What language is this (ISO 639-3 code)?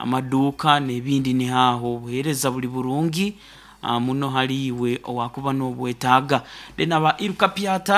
nyo